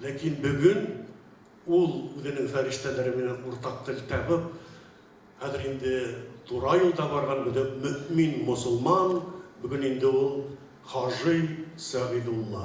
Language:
Bashkir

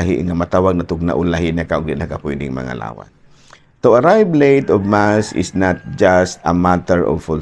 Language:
Cebuano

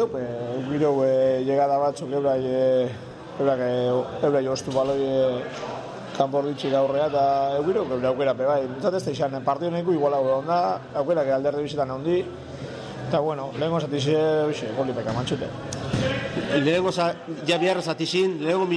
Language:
Basque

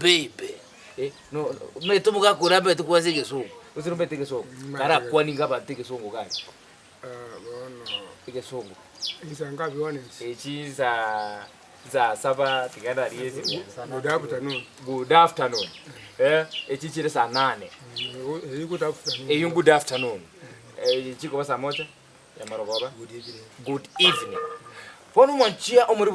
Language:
Gusii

